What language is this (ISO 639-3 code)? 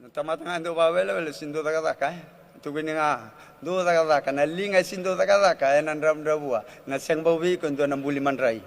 fij